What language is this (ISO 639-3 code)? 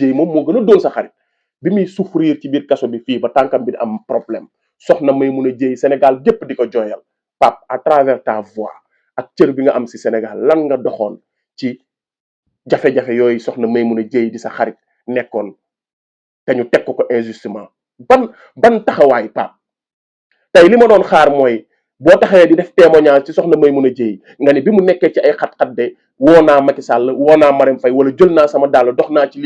wol